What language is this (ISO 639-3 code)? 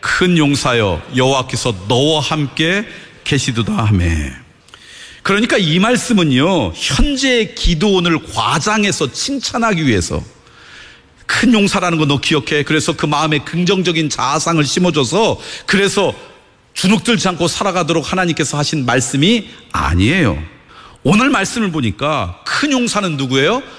kor